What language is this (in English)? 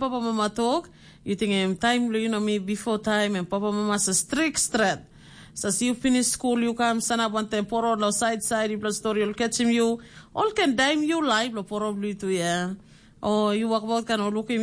Tok Pisin